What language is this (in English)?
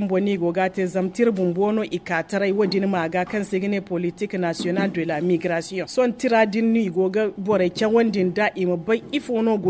Zarma